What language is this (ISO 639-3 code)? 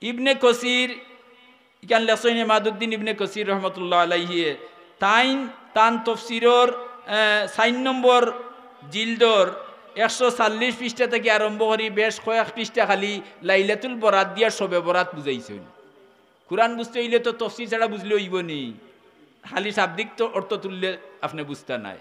syl